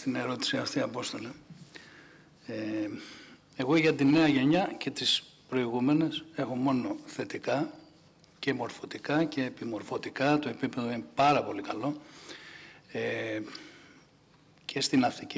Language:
Greek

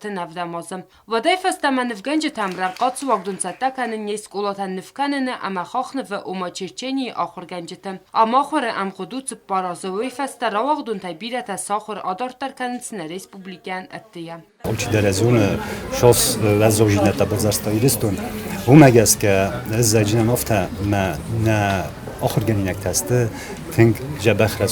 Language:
Ossetic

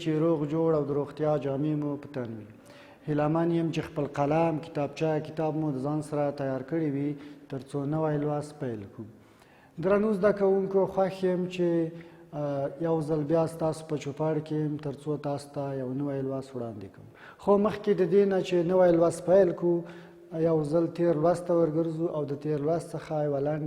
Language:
Pashto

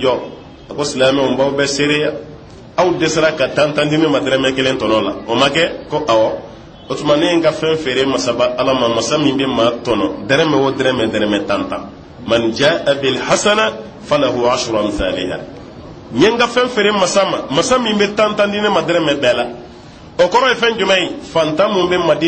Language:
Bambara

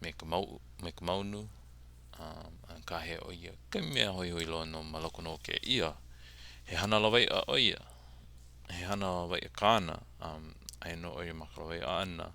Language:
Hawaiian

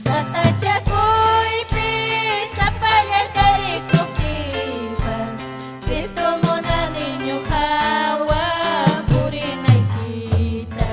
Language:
Ayacucho Quechua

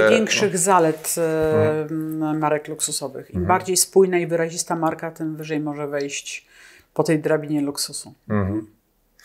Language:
Polish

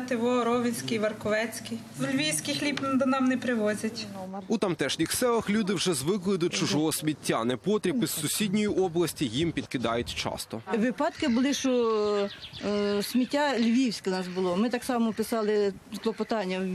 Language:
Ukrainian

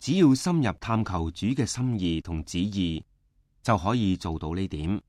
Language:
Cantonese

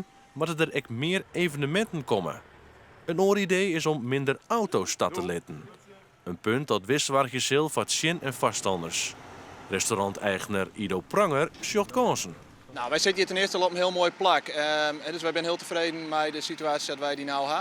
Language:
Western Frisian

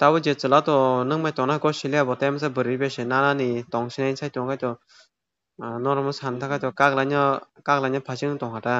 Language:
Kok Borok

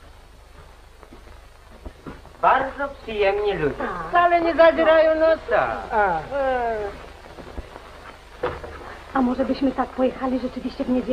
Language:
Polish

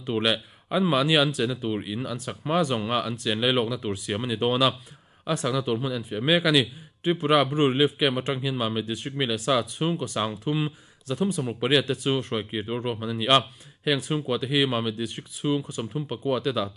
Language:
Mizo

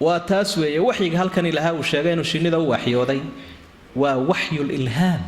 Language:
Somali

